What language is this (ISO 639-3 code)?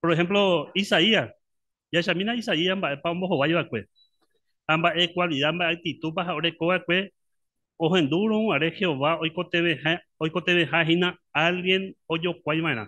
grn